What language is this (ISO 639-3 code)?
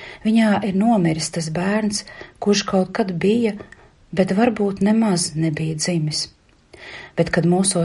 lav